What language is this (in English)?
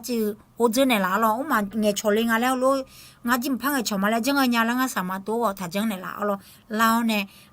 Akha